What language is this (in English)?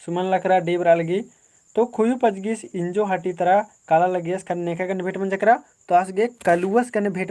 Kurukh